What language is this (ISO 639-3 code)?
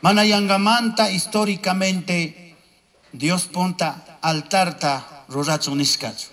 qug